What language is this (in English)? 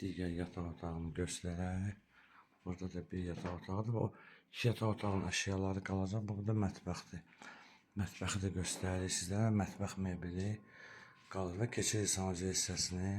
Azerbaijani